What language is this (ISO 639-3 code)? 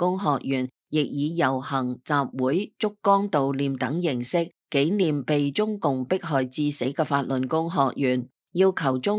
yue